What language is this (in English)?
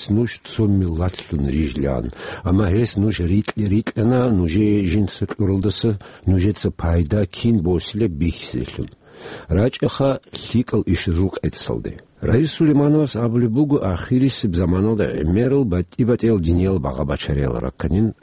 Avaric